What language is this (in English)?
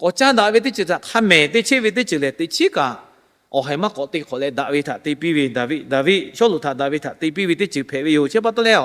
Lahu